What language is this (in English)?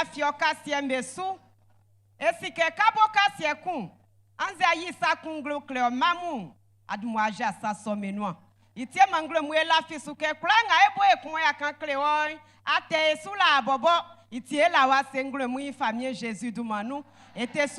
Baoulé